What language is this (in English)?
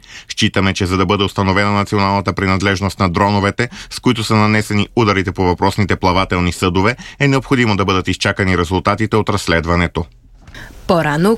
Bulgarian